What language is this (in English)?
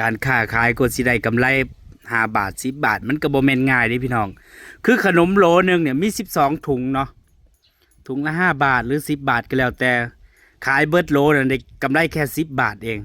Northeastern Thai